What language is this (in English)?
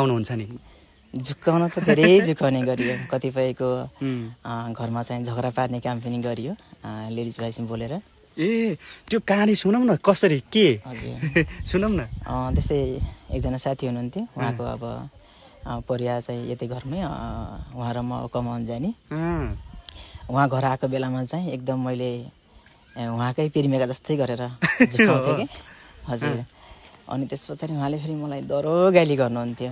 Nepali